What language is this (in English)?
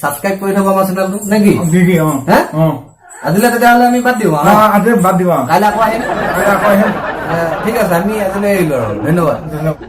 Assamese